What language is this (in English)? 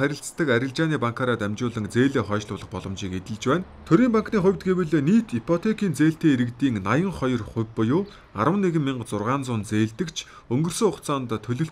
Mongolian